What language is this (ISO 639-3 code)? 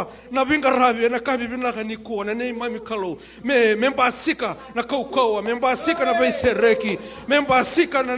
fij